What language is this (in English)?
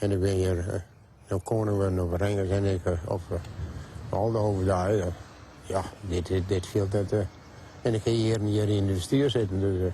Western Frisian